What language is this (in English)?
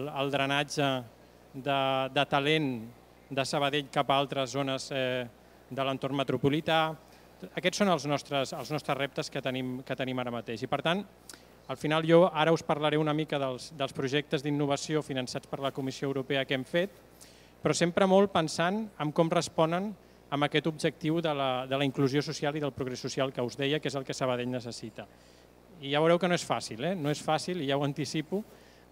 Catalan